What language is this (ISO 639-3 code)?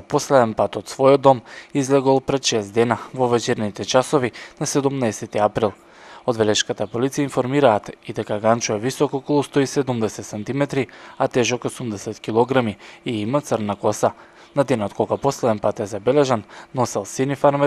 mkd